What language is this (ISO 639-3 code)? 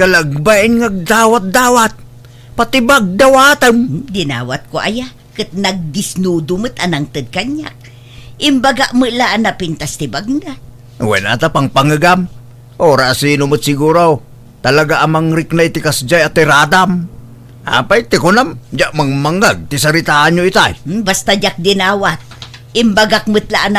ilo